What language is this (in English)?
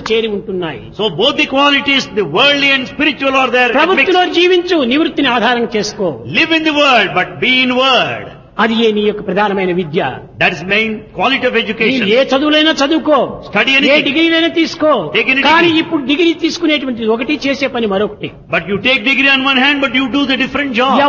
Telugu